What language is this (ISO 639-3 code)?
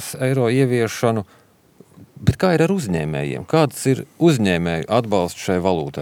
lav